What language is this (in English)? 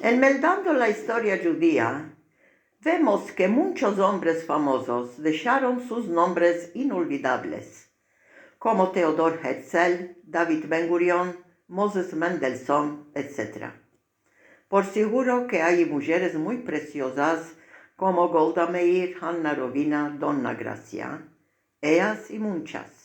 Ladino